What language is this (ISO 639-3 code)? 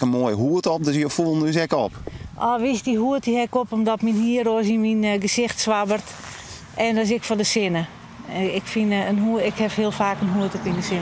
fry